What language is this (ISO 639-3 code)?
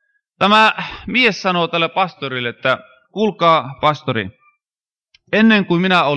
fin